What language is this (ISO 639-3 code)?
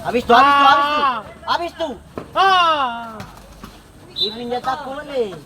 abs